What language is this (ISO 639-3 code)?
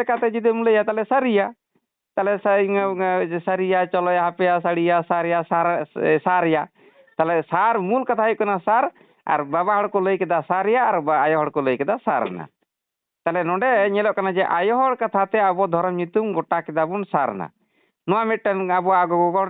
sat